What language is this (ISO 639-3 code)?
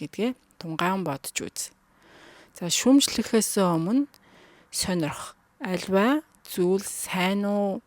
mon